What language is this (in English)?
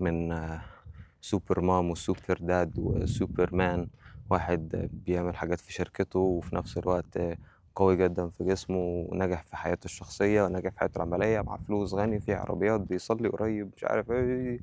Egyptian Arabic